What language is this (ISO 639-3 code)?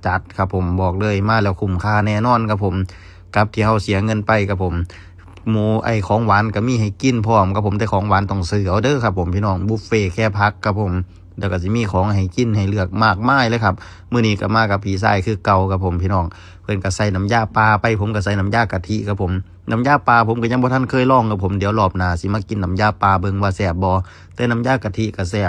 tts